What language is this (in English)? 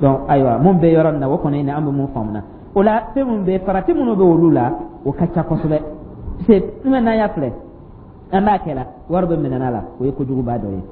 Dyula